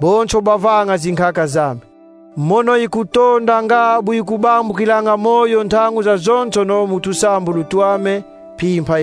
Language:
Kongo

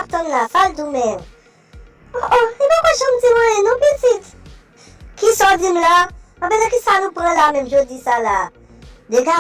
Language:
Haitian Creole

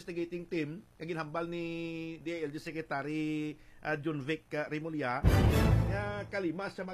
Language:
Hiligaynon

